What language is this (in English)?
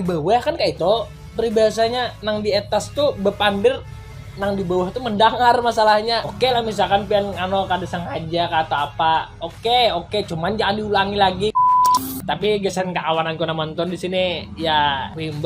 Banjar